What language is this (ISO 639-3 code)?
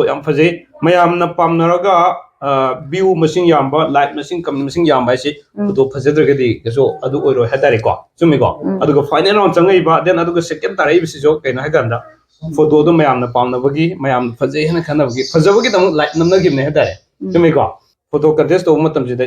mni